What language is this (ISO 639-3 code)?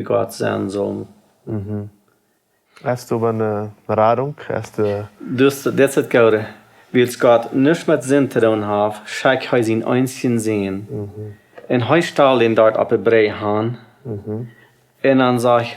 pdt